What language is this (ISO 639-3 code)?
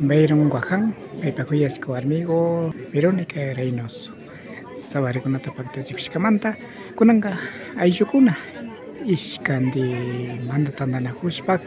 qvi